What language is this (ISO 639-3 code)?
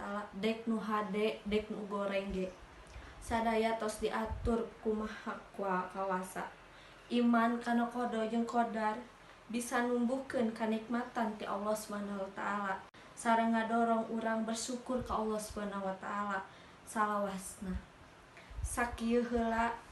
sun